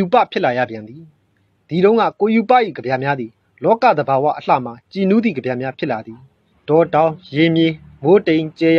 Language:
Burmese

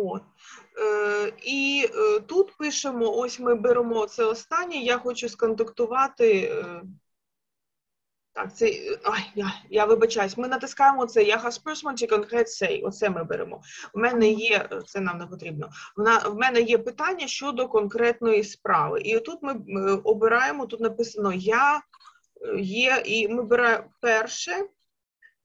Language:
Ukrainian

